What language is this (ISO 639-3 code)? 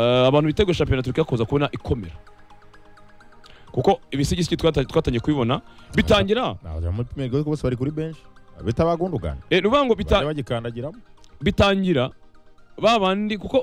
kin